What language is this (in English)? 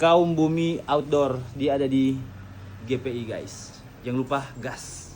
Manado Malay